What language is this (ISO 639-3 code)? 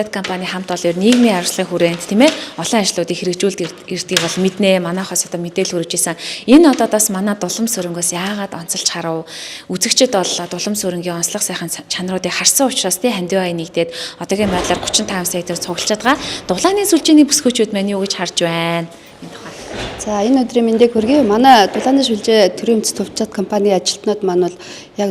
mon